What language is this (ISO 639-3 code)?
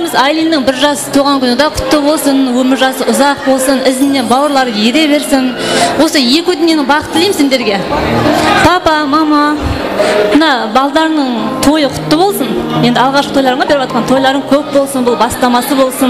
kaa